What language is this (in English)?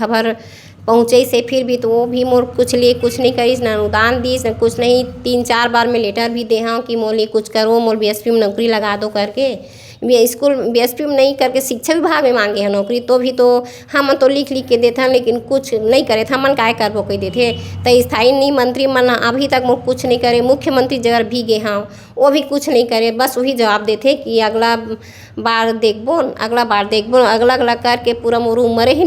Chhattisgarhi